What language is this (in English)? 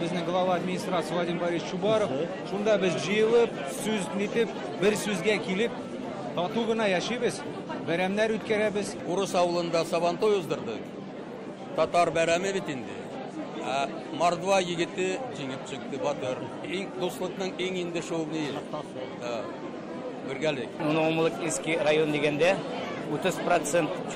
Tatar